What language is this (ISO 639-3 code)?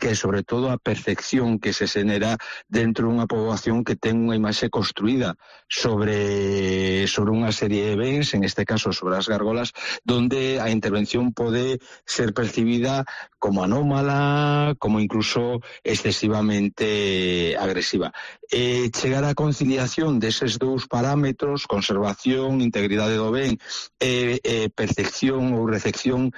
glg